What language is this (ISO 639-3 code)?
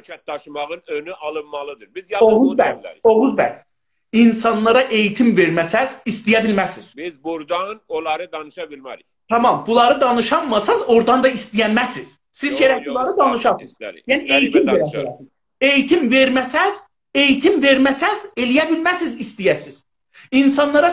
azb